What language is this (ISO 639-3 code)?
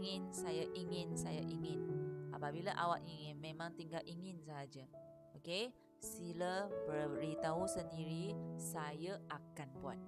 msa